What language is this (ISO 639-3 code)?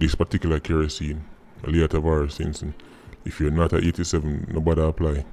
jam